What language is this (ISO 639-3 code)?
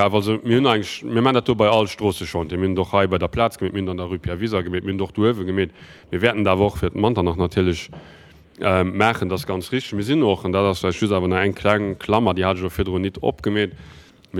ltz